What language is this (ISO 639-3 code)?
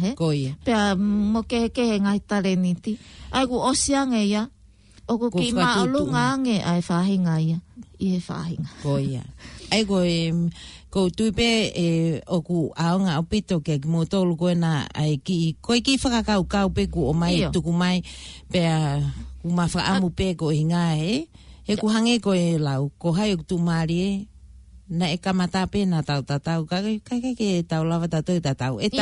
ton